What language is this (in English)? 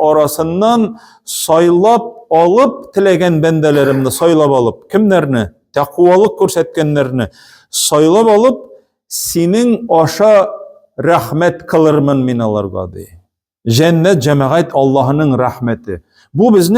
Tatar